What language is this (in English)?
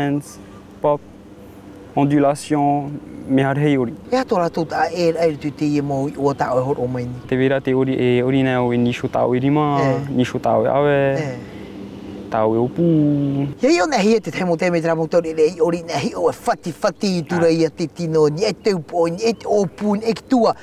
Tahitian